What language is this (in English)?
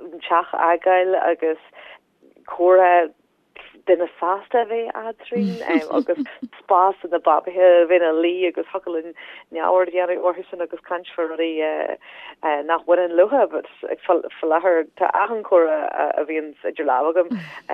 Irish